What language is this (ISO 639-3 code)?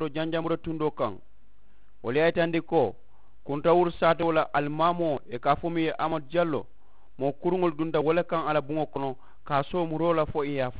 man